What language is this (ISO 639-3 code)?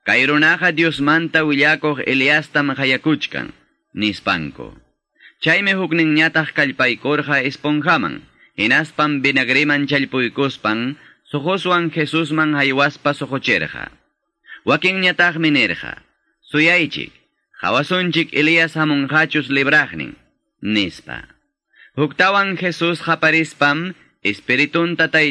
que